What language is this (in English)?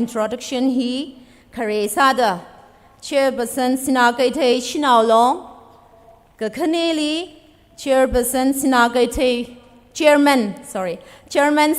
Tangkhul Naga (India)